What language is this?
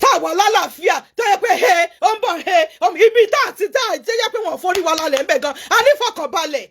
Yoruba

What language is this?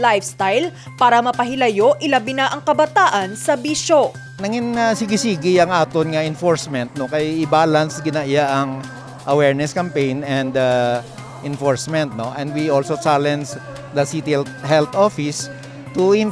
Hiligaynon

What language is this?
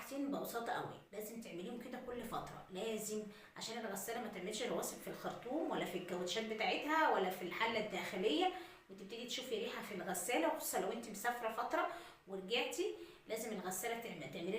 Egyptian Arabic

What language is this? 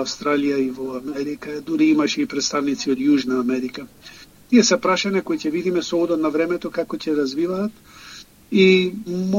Macedonian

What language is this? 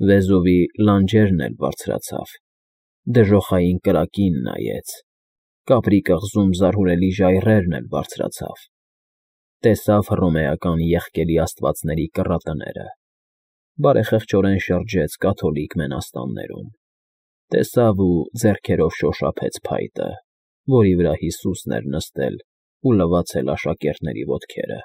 Armenian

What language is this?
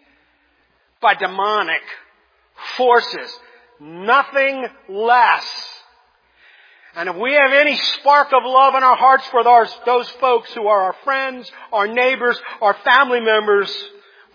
English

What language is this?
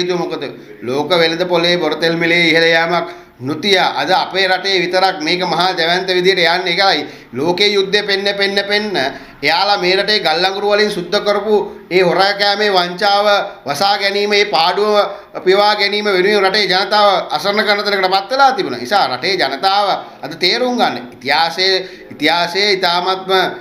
Sinhala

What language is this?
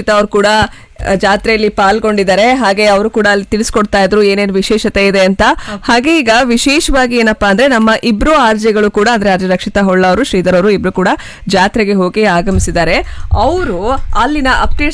Kannada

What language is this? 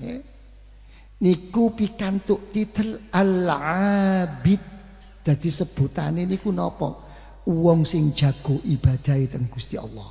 Javanese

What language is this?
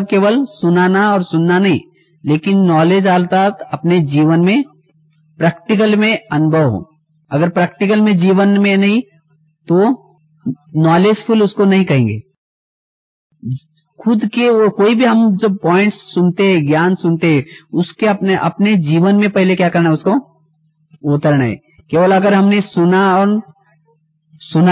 Hindi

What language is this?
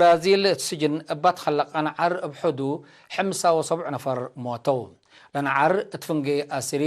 Tigre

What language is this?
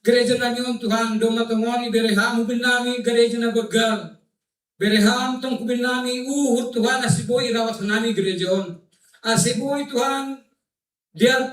Batak Simalungun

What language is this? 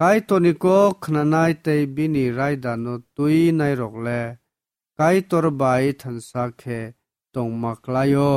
Kok Borok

